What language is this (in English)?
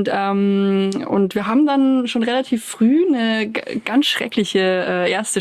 German